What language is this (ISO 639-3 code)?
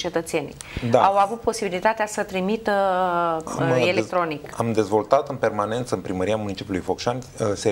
ron